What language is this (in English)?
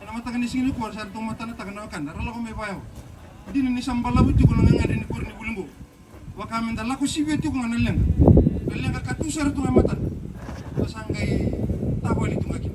Fijian